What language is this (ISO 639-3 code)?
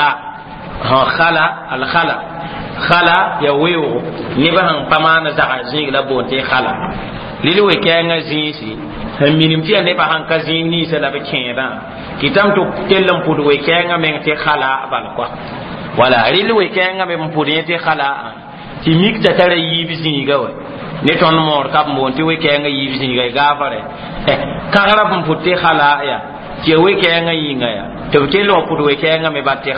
mos